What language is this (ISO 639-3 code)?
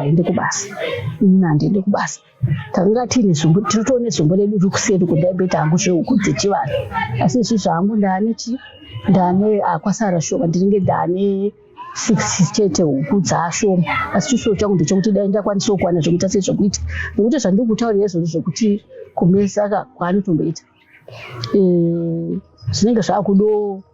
sna